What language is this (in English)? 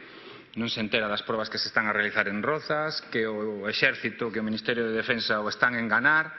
Galician